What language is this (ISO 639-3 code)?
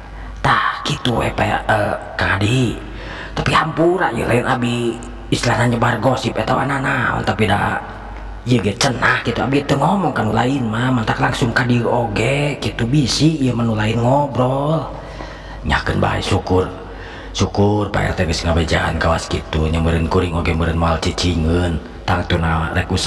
sun